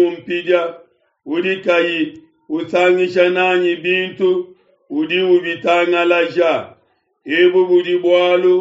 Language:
Luba-Lulua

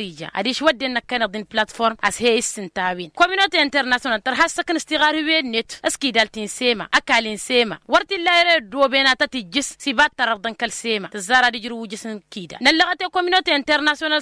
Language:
Tamasheq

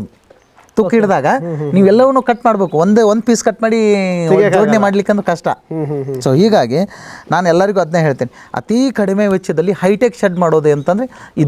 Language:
Kannada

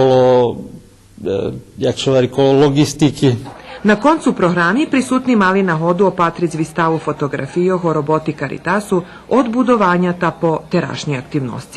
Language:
Rusyn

